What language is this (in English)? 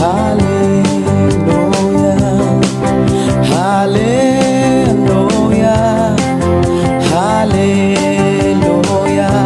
Cebuano